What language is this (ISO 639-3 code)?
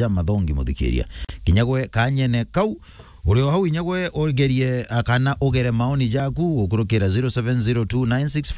mer